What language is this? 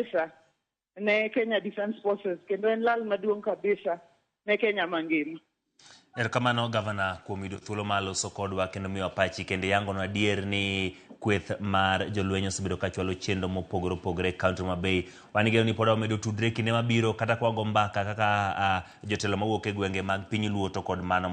Luo (Kenya and Tanzania)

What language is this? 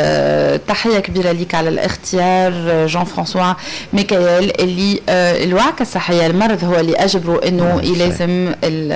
Tunisian Arabic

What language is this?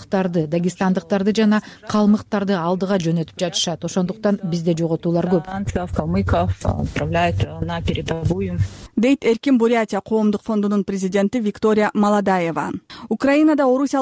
Kyrgyz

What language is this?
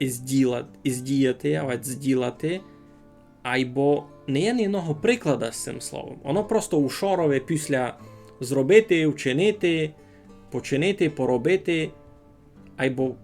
Rusyn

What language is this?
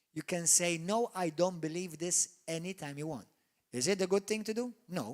English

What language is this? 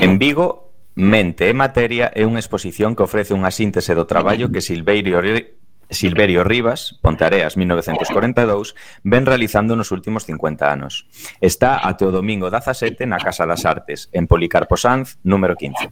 Galician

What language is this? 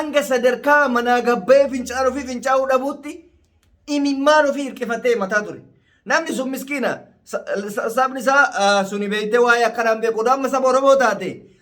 Oromo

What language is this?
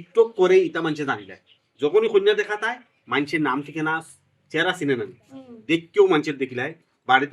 Sylheti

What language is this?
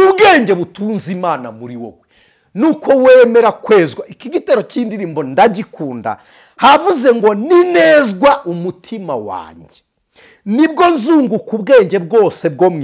Kinyarwanda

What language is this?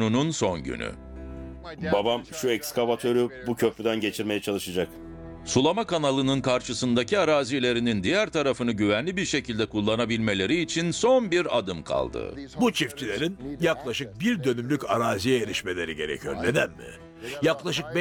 Turkish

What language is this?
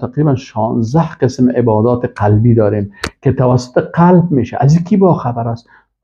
Persian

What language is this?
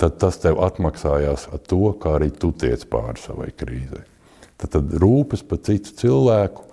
Latvian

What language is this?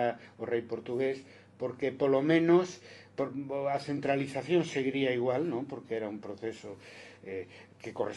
Galician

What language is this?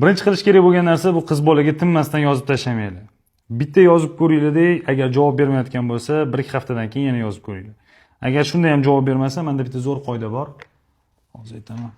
Uzbek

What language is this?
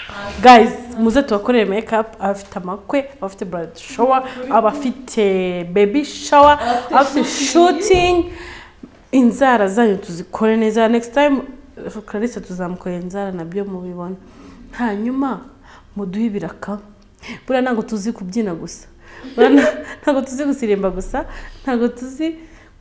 Kinyarwanda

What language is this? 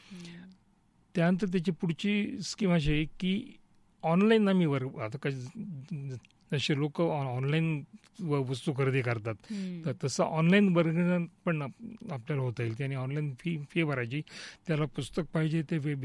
Marathi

